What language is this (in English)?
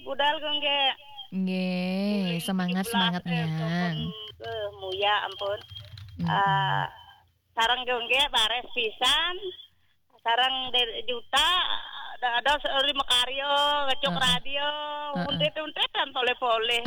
Balinese